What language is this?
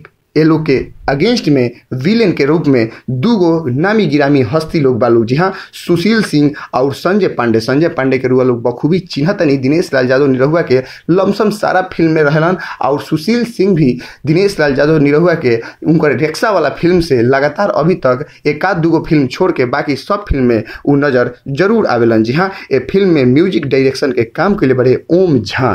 Bhojpuri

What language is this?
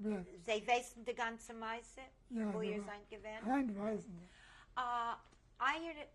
Yiddish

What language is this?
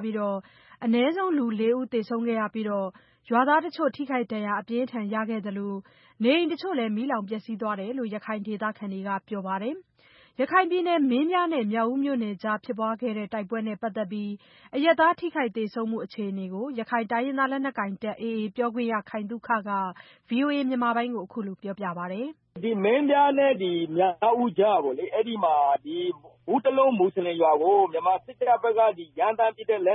Burmese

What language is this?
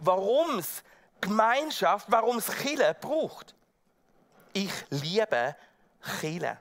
Swiss German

